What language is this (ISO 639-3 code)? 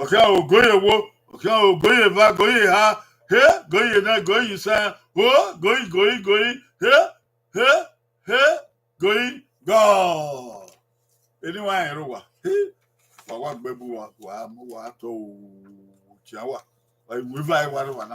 bin